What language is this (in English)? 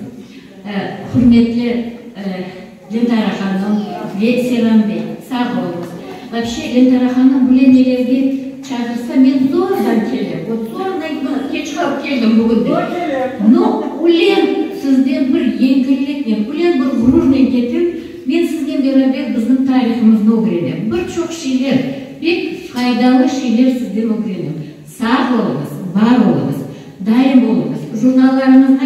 Crimean Tatar